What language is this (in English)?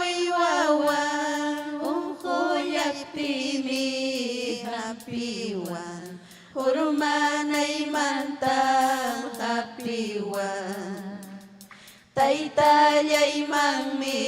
Ayacucho Quechua